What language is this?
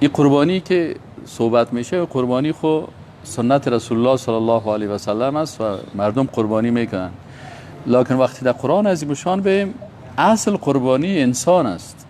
Persian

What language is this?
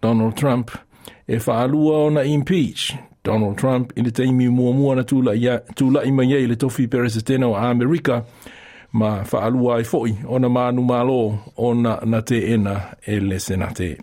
Samoan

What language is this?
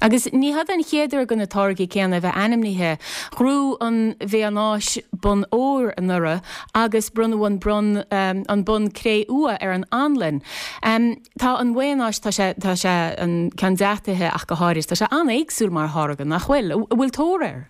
Irish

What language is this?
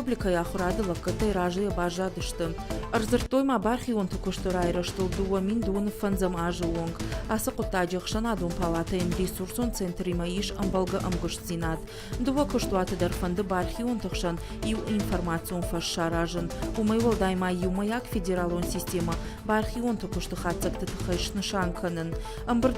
Ossetic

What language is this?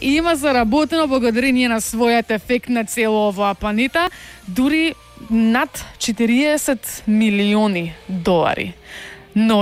Macedonian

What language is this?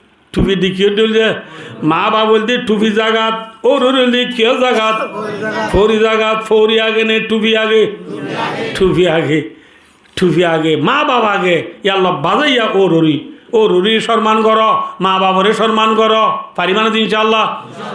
Rohingya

